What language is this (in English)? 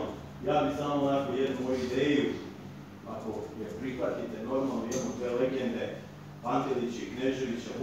Serbian